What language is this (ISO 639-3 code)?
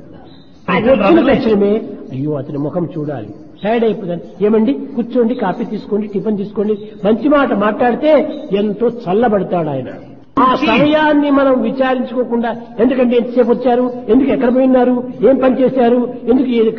tel